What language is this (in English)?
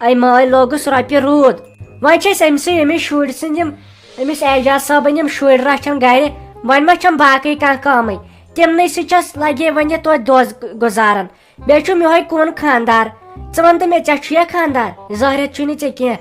Kashmiri